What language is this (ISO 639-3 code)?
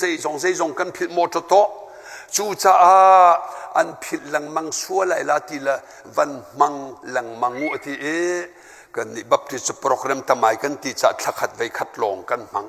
cnh